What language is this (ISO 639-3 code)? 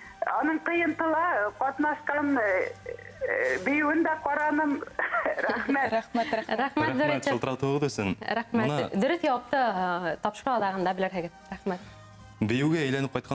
bak